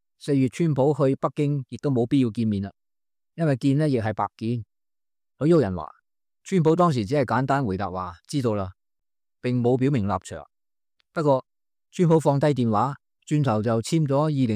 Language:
Cantonese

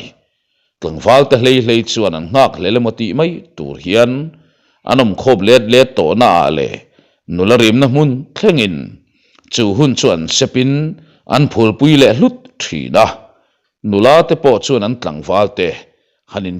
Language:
Mizo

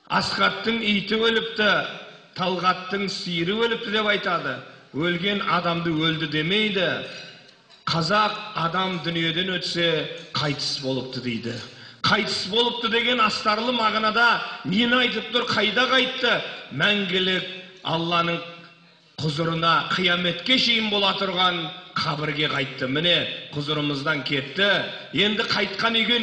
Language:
Kazakh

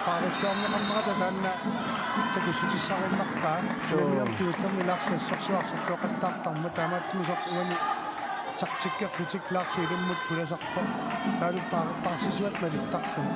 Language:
Kalaallisut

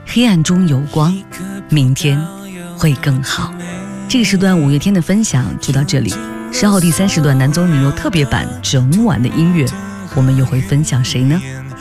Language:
Chinese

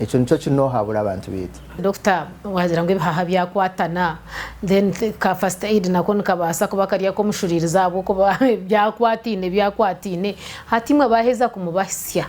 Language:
Nyankole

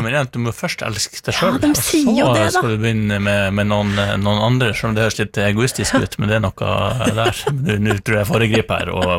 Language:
Norwegian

